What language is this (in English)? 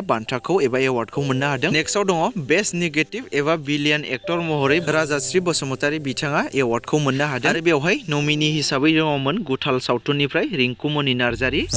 Bodo